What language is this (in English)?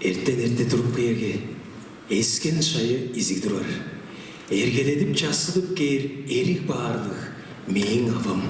Tuvinian